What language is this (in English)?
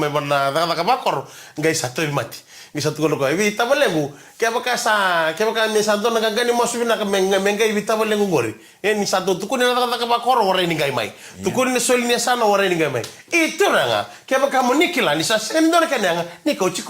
Fijian